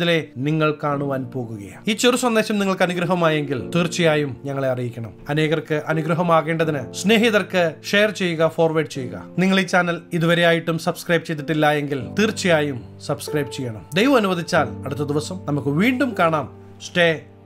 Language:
Malayalam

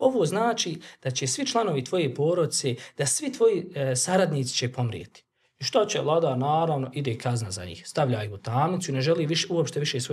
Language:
Bosnian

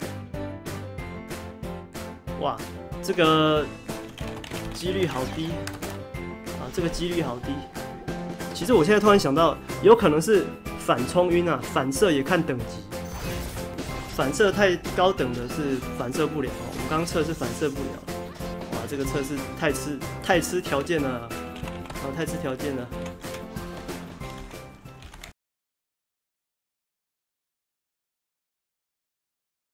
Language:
Chinese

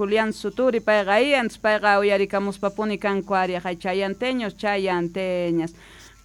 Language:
South Bolivian Quechua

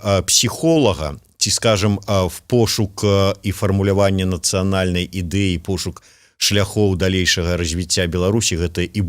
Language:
Belarusian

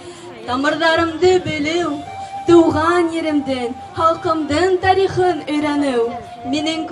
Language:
Bashkir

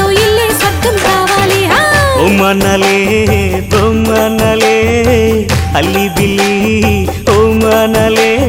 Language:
Telugu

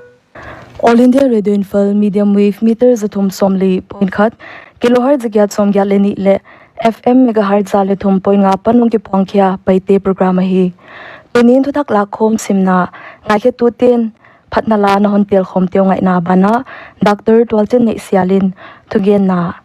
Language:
Paite Chin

